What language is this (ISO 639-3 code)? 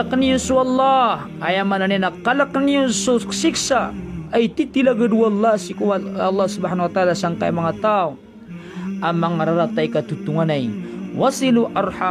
mrw